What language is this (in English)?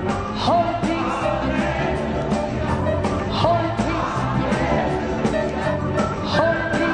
English